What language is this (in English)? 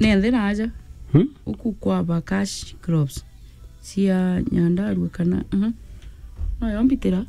Meru